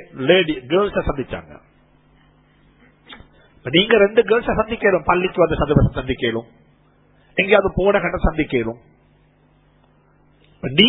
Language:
Tamil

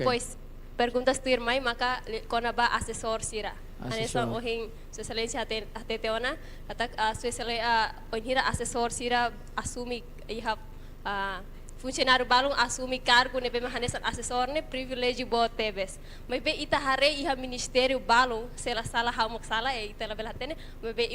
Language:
Tetum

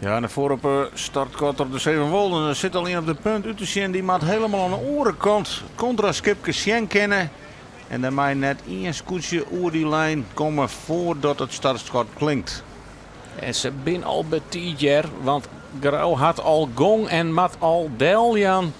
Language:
Western Frisian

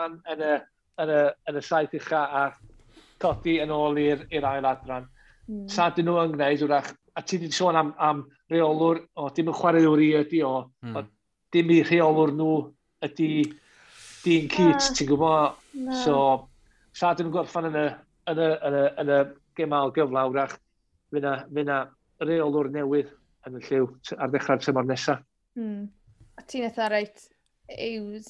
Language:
Welsh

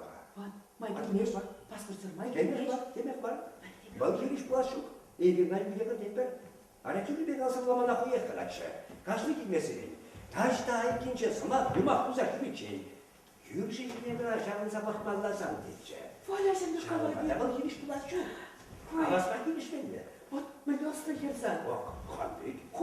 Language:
Chuvash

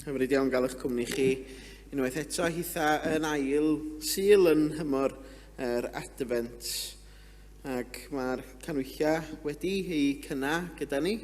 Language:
Welsh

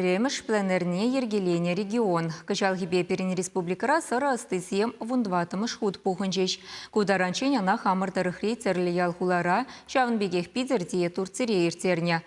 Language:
Chuvash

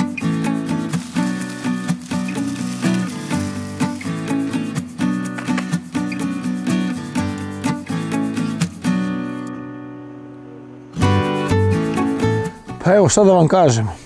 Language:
Serbian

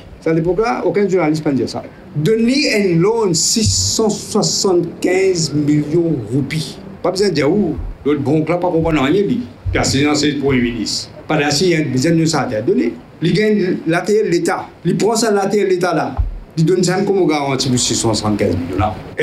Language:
French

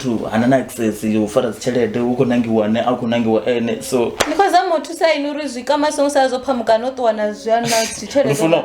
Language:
Venda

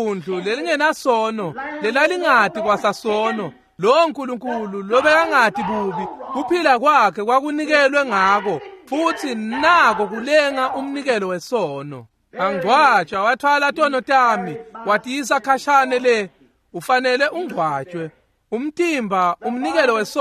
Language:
Swati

